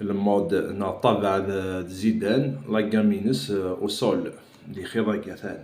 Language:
Kabyle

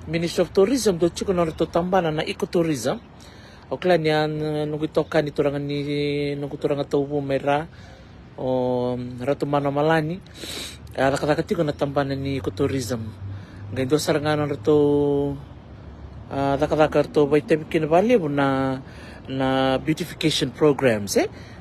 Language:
Fijian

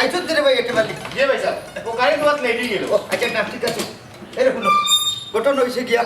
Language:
Sylheti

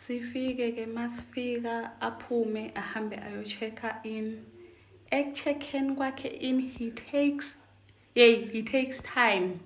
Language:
Zulu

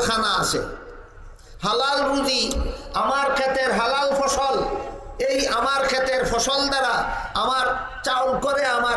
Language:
Bangla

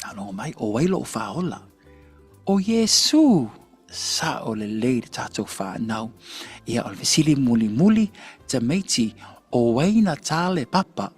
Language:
Samoan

